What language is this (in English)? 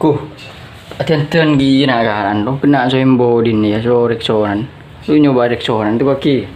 Madurese